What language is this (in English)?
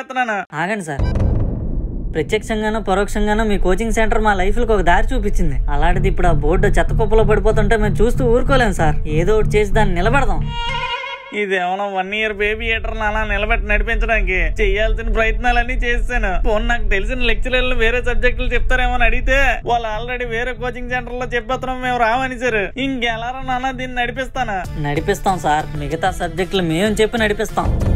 Telugu